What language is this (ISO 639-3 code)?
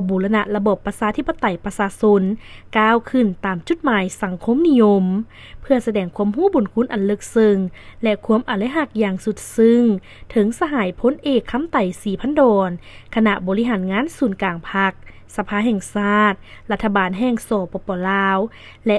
lao